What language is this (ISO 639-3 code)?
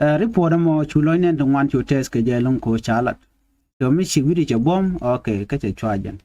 nus